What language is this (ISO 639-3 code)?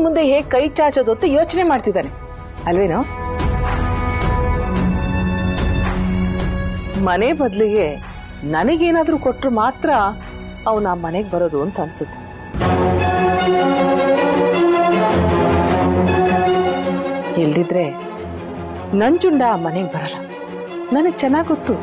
kan